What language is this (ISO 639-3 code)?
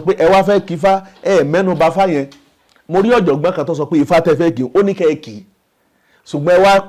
yor